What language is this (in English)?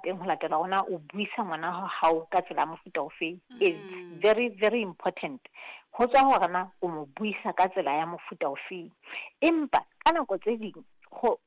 Southern Sotho